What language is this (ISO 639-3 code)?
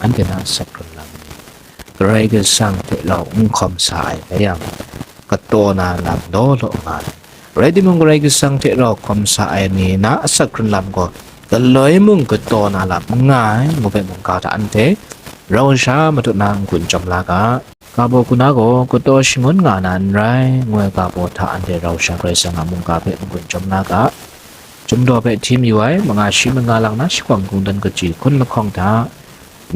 kac